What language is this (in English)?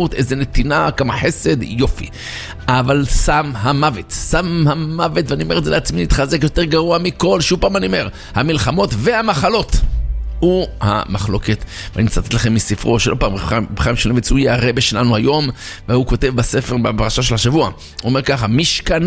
Hebrew